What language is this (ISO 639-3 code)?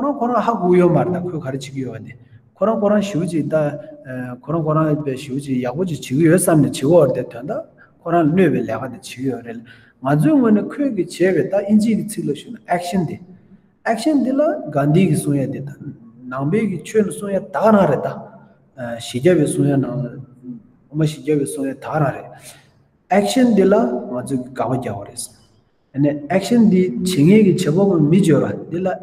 bod